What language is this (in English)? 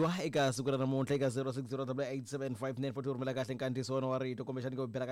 Tsonga